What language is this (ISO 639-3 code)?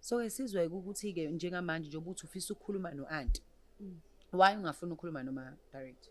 zul